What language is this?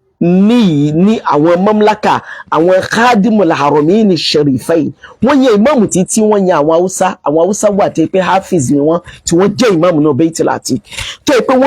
Yoruba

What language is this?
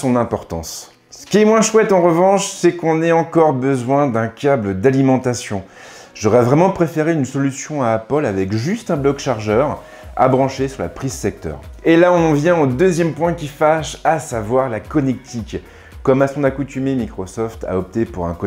French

